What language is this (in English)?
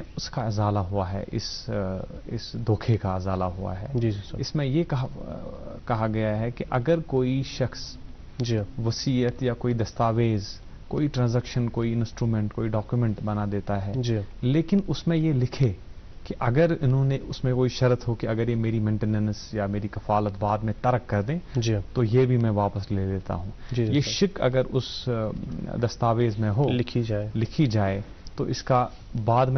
Urdu